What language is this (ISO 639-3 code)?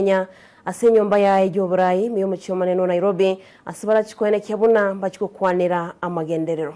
guz